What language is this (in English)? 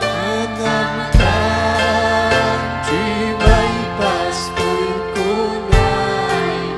Ayacucho Quechua